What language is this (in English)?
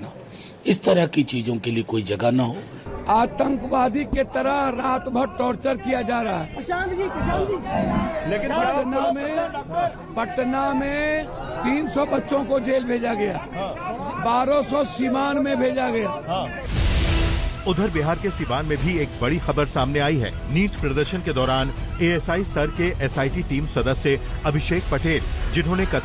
Hindi